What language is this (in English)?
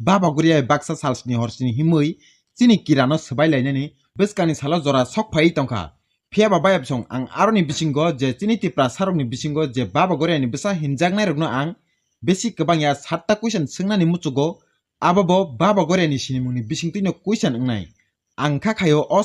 Kok Borok